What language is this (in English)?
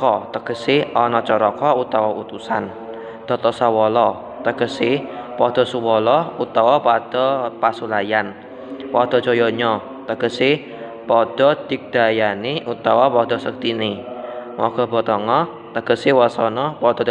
Javanese